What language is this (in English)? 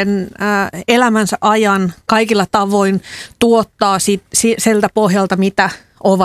Finnish